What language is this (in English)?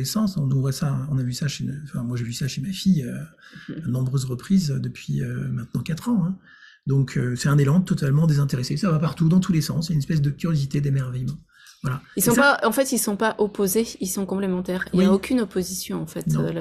French